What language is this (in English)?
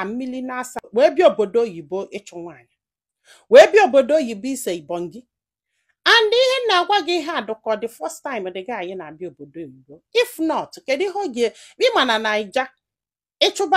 Igbo